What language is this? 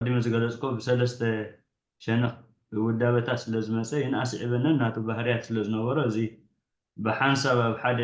Tigrinya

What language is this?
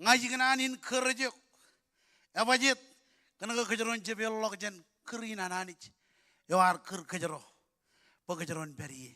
Marshallese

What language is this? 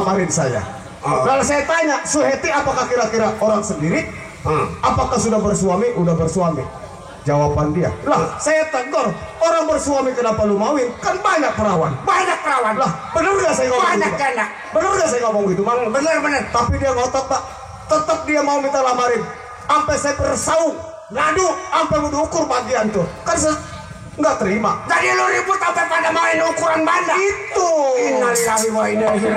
Betawi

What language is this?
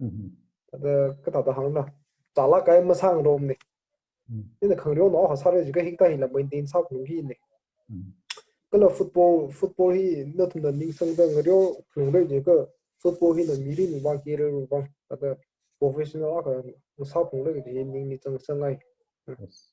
Tangkhul Naga (India)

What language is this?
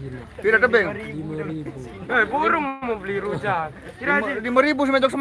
Sasak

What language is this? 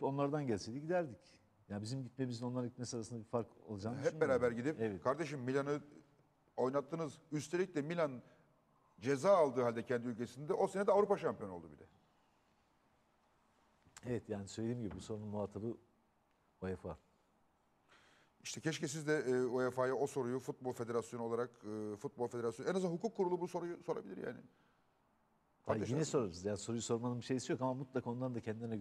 Turkish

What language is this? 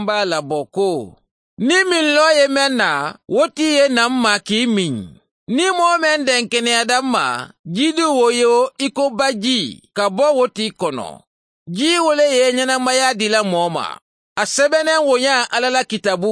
Mandingo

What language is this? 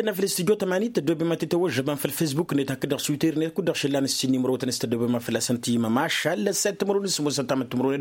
Tamasheq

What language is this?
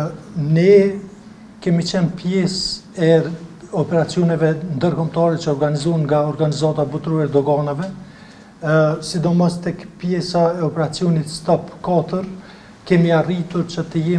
Albanian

